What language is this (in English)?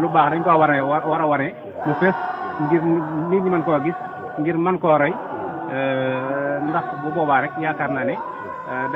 Wolof